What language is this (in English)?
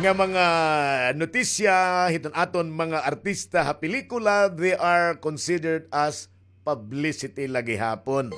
Waray